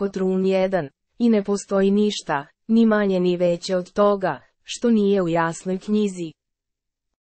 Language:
Serbian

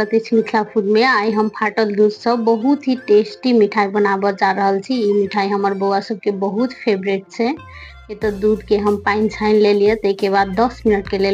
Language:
Maithili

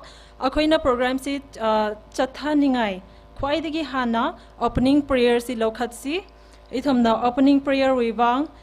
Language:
Tangkhul Naga (India)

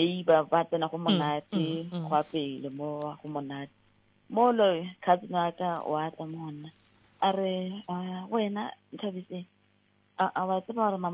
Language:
Southern Sotho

